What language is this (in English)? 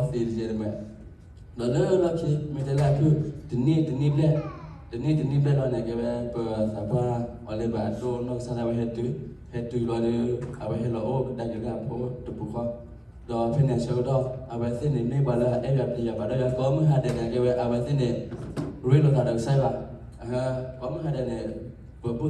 S'gaw Karen